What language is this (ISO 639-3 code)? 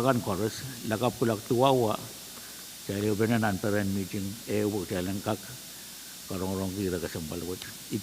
pon